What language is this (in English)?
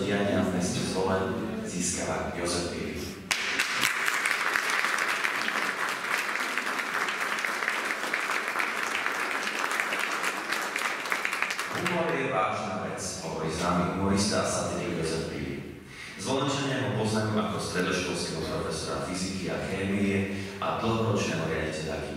Slovak